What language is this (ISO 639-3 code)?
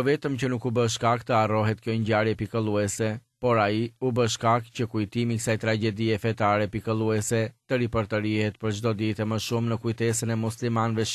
sqi